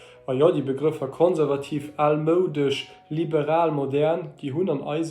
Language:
Luxembourgish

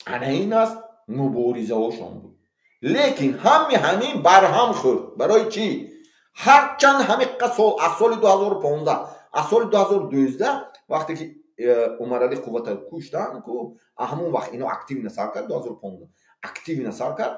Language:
Tajik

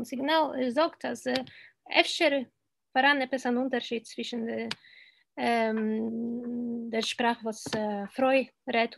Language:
Yiddish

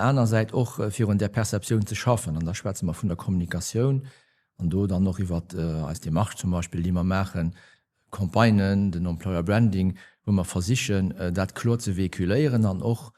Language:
Luxembourgish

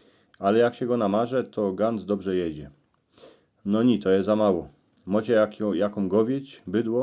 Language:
Silesian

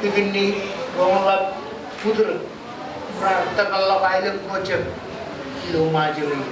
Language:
Marshallese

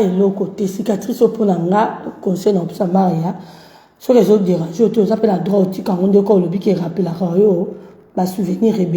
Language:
Lingala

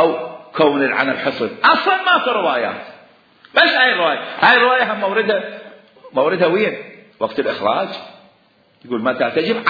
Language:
Mesopotamian Arabic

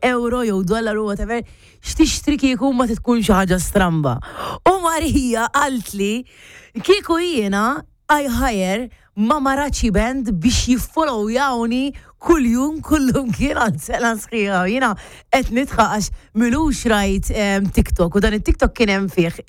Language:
Maltese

